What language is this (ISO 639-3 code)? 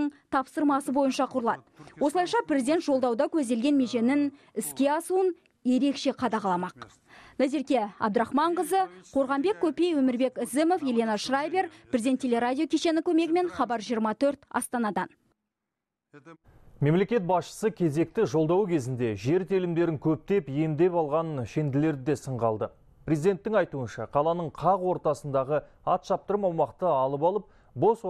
kaz